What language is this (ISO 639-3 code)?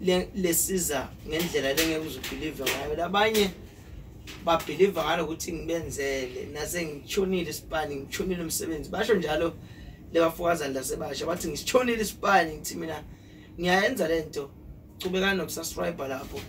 zul